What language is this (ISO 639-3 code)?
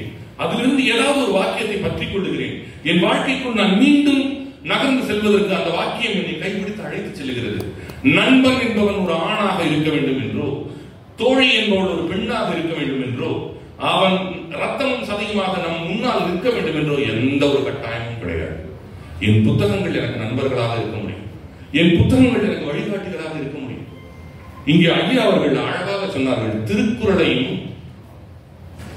tam